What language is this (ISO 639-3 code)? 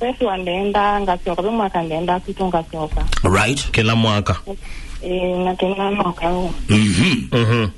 kam